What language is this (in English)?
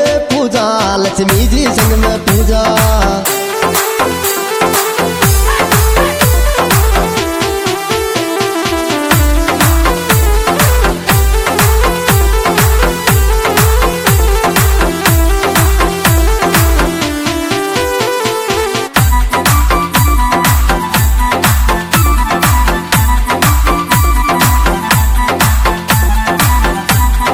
Bhojpuri